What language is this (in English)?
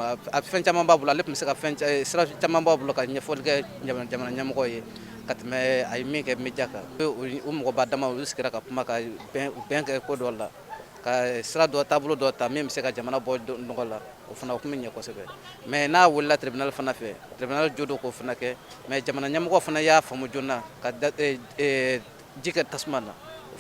Bambara